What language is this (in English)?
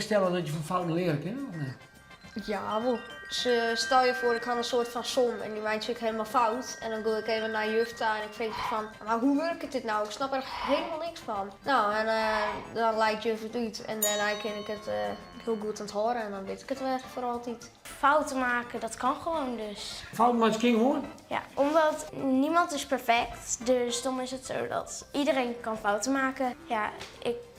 Western Frisian